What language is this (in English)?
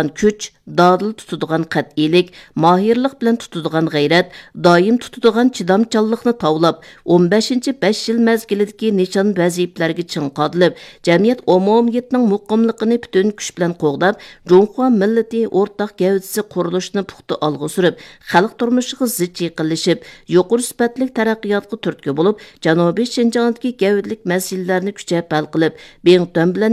Uyghur